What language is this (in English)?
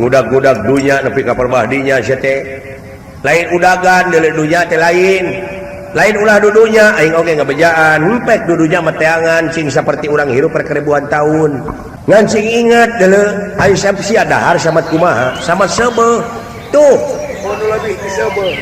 Sundanese